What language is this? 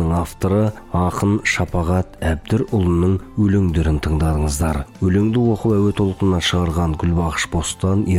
Kazakh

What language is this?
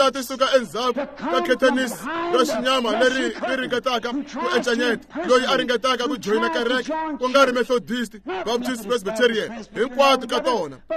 Tsonga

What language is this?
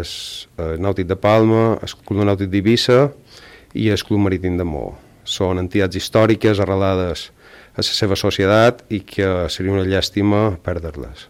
Catalan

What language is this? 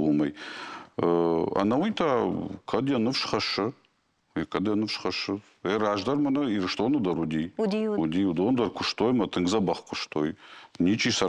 Ossetic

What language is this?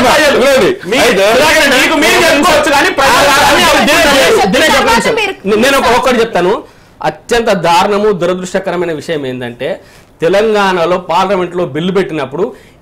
Telugu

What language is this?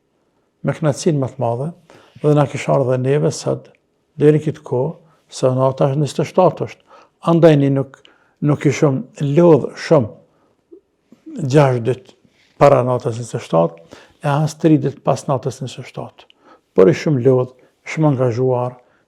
Albanian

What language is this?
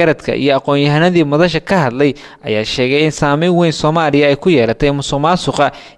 Somali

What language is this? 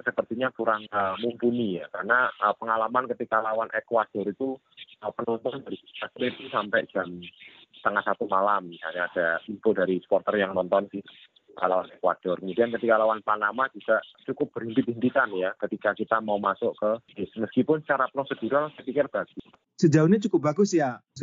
Indonesian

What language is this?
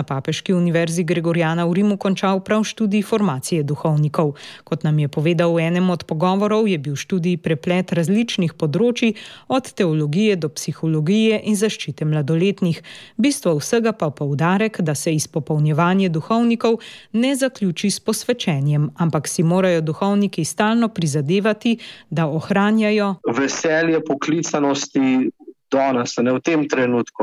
Slovenian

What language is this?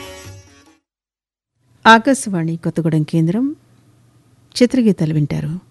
Telugu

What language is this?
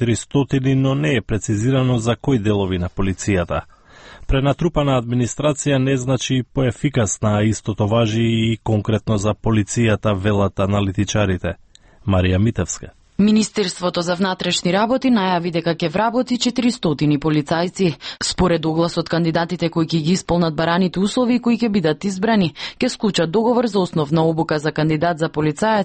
Macedonian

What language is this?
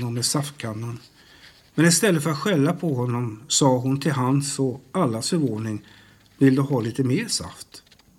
Swedish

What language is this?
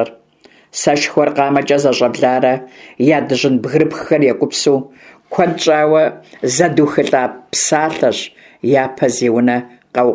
Kabardian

